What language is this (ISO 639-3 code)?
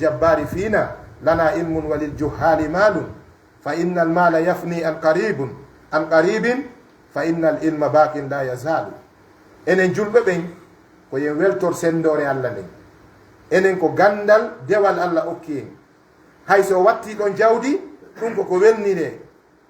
fuf